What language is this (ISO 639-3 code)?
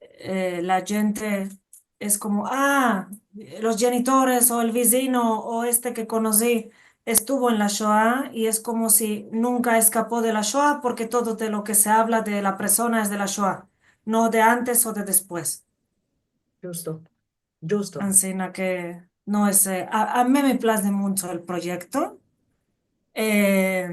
lad